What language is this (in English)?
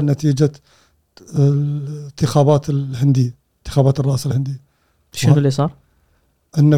Gulf Arabic